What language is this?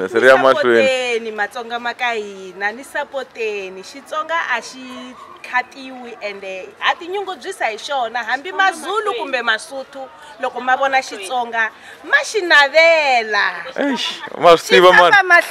Tsonga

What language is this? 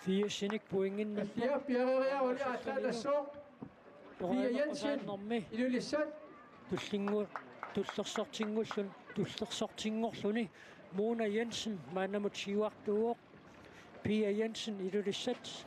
Kalaallisut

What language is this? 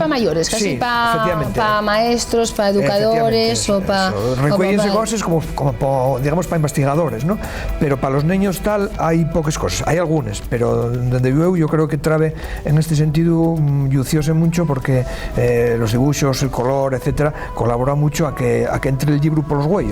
Asturian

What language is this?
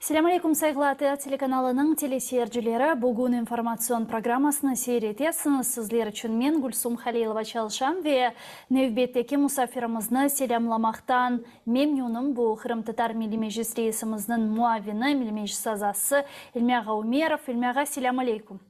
Crimean Tatar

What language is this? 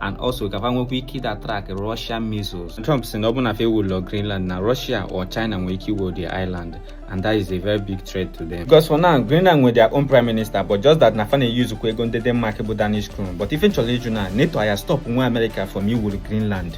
Igbo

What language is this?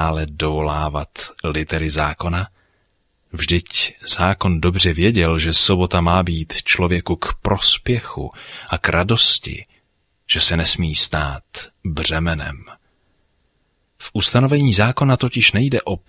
Czech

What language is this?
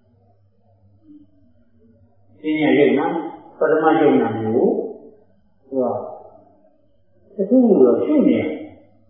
Burmese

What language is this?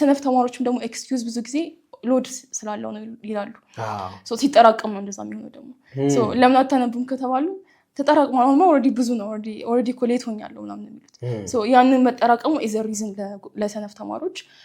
Amharic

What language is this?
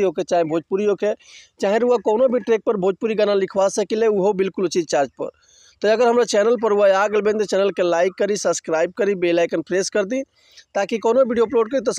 Bhojpuri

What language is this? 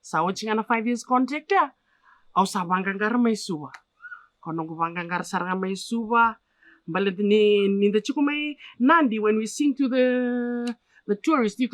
Fijian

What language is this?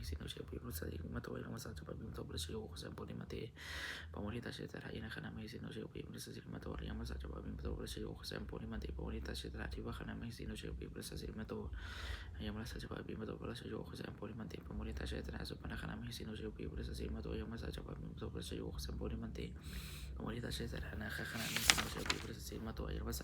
Pali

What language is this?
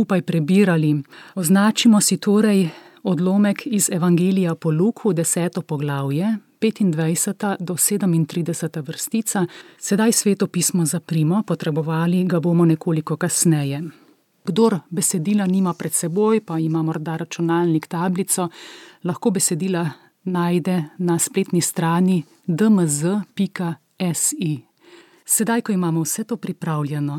Slovenian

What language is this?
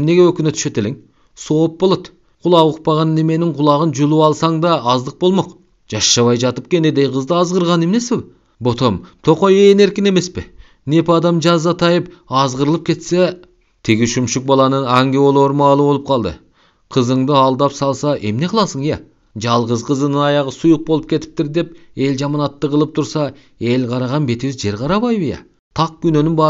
Kyrgyz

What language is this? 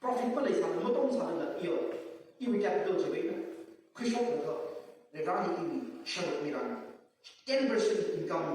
Tangkhul Naga (India)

